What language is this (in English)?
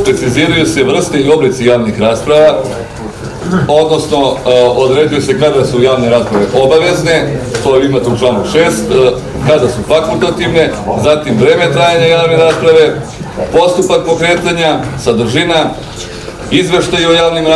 Serbian